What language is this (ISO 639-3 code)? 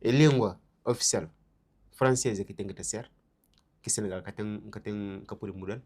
kea